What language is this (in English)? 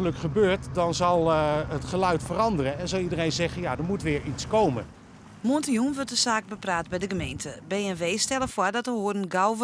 Western Frisian